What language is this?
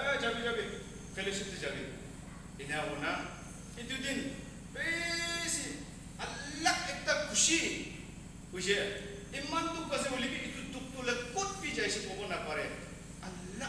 Naga Pidgin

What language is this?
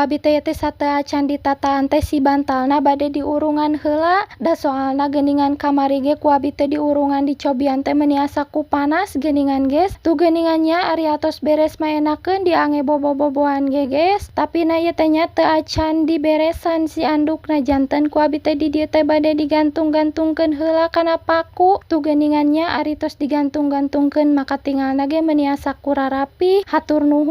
Sundanese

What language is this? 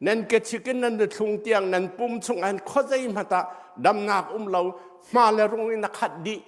Hakha Chin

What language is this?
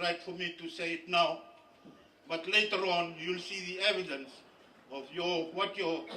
Fijian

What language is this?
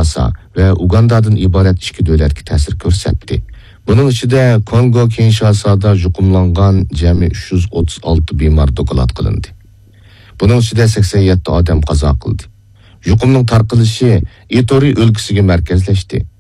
Uyghur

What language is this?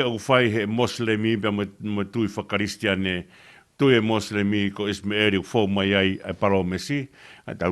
Tongan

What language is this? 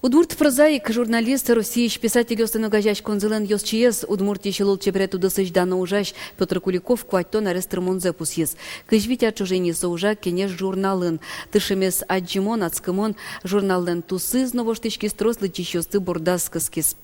Udmurt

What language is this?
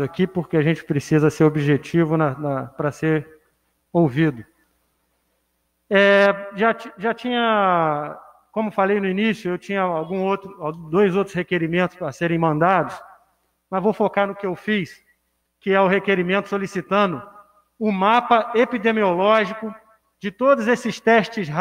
Portuguese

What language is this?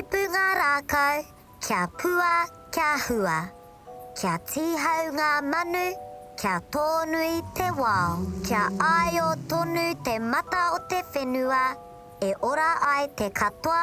Māori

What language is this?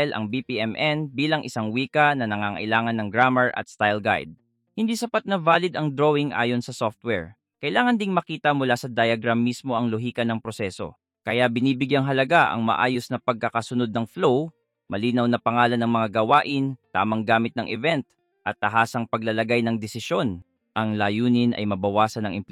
Filipino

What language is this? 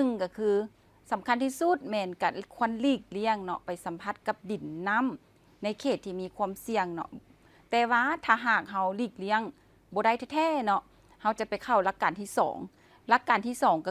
Lao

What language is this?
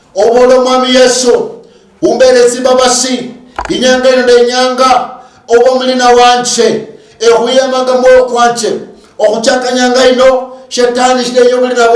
Luyia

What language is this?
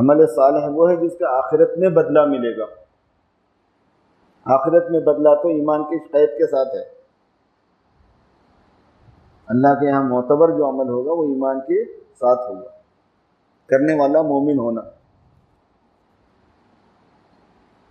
Urdu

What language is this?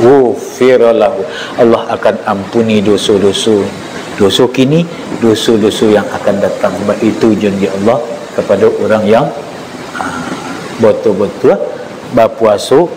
Minangkabau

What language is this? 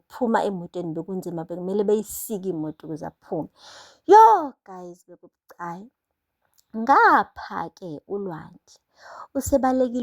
Zulu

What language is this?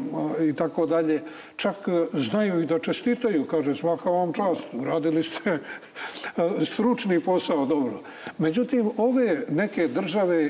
Serbian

